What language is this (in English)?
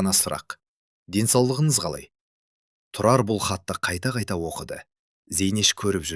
Kazakh